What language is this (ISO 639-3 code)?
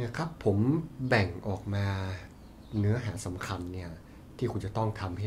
tha